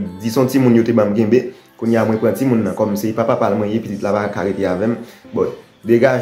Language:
Haitian Creole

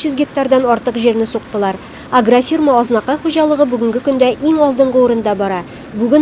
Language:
Tatar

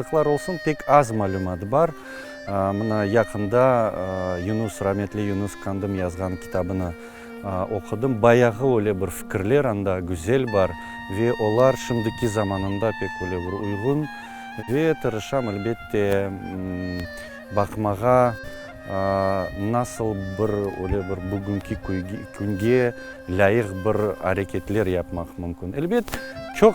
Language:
Crimean Tatar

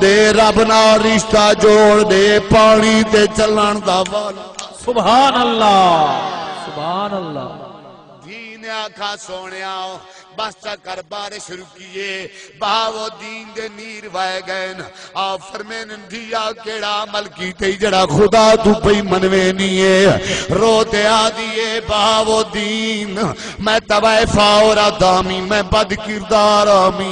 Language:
Saraiki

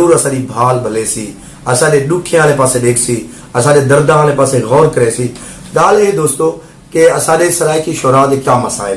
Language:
Saraiki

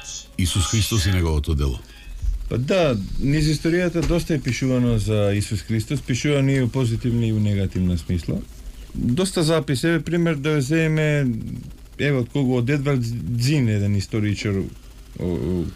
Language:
Macedonian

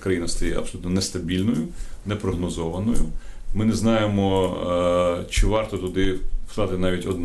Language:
Ukrainian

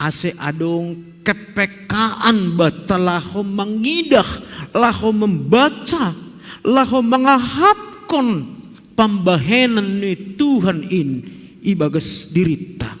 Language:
Batak Simalungun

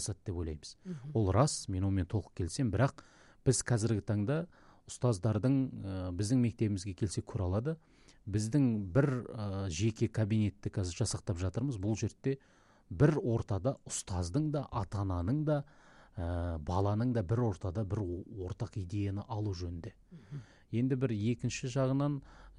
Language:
Kazakh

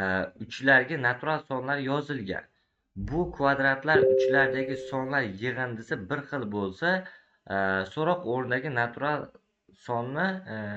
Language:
Uzbek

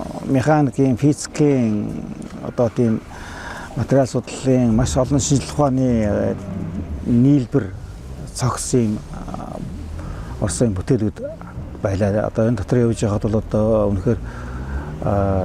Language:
Mongolian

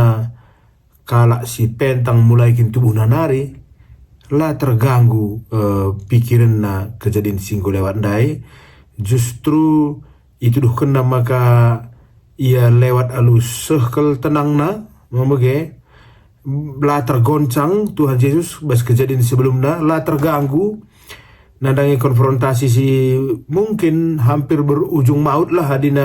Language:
Batak Karo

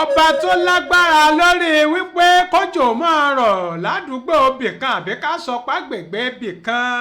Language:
Yoruba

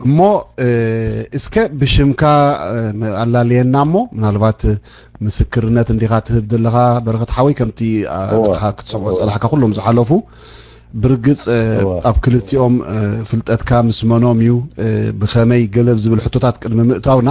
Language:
Tigrinya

